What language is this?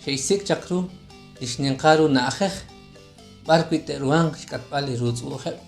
Kekchí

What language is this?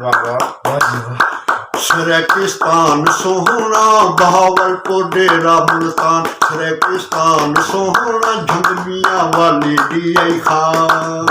Saraiki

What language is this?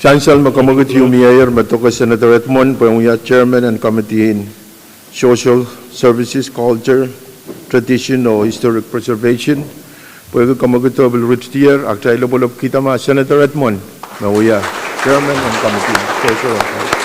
Pohnpeian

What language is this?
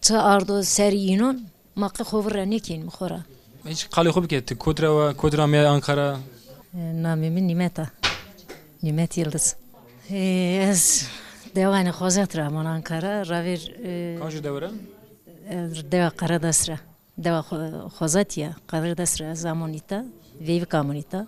Zaza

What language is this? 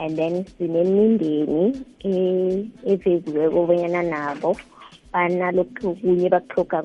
South Ndebele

